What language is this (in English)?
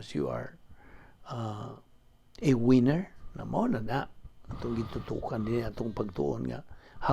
Cebuano